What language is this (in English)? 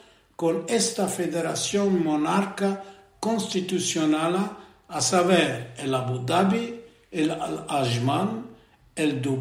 Ladino